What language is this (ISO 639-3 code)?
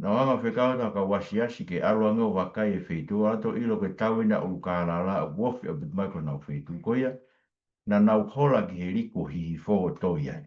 ton